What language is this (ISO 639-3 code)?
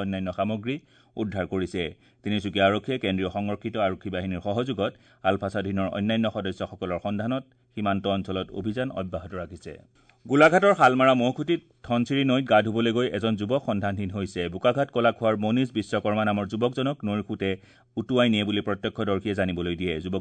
asm